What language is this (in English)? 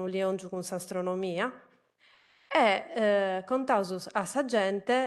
Sardinian